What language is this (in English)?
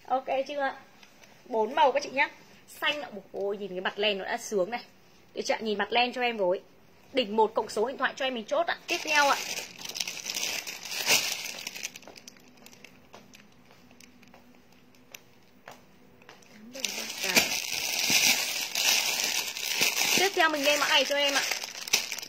Vietnamese